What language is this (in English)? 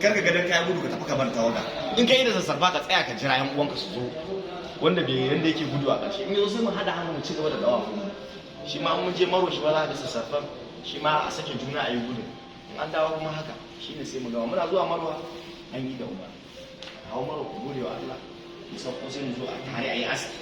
Hausa